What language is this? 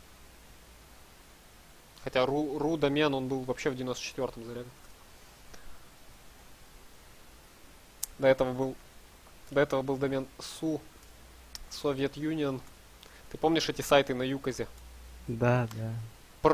Russian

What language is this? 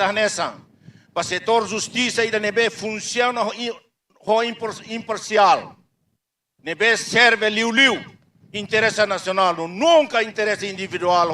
Tetum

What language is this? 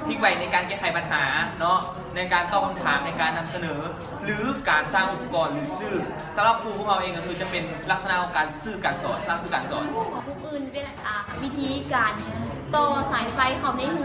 Lao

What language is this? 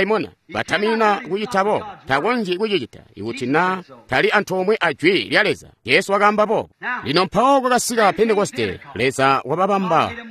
Tonga (Zambia)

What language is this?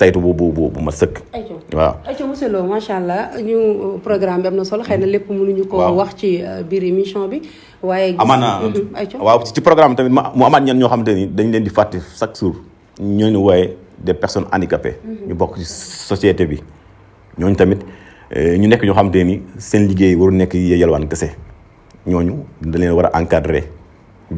Wolof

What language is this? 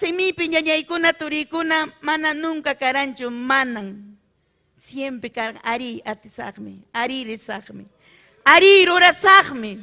Ayacucho Quechua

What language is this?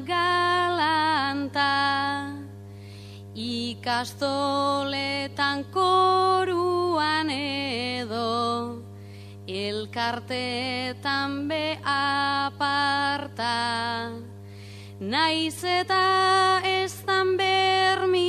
Basque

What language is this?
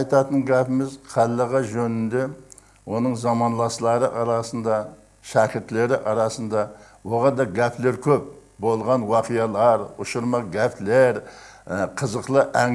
Kara-Kalpak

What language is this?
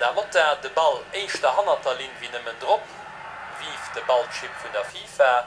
Luxembourgish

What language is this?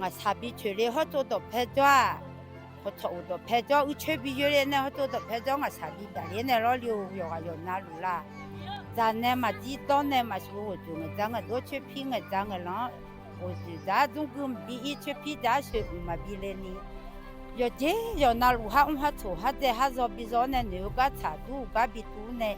Akha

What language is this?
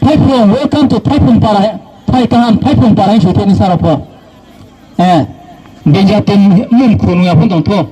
Riang (India)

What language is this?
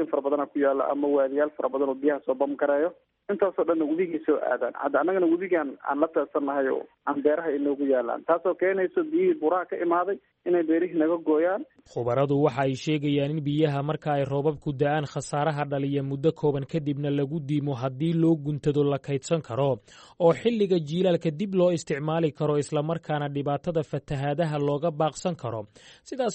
Somali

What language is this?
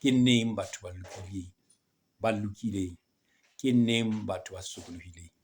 Southern Sotho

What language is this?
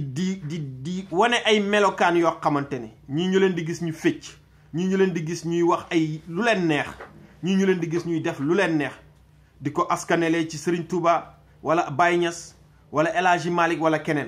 Wolof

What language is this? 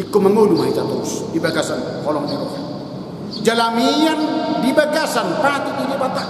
Batak Toba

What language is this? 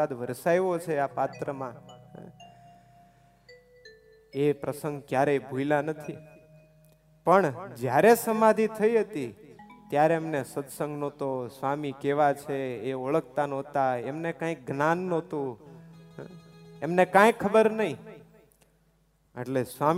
Gujarati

